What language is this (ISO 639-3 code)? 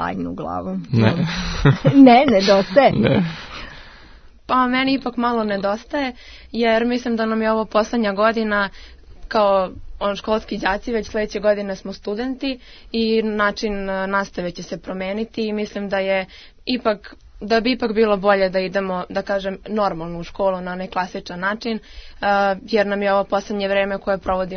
srp